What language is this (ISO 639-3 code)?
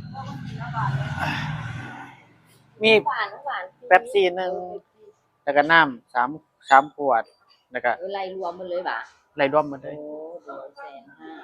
lao